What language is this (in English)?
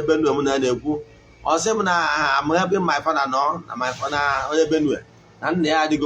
Igbo